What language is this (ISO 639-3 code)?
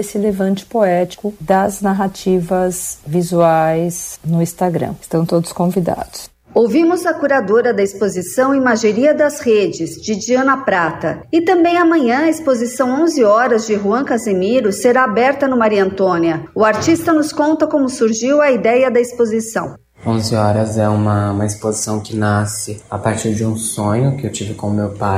por